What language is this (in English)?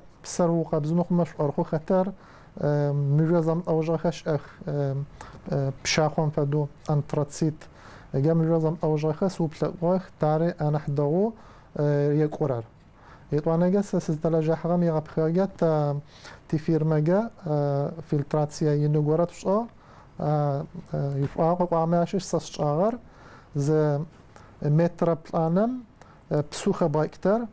Adyghe